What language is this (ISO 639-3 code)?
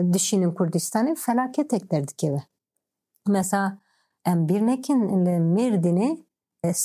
kur